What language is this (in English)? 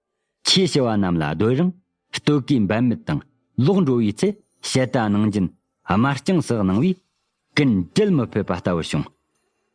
Tibetan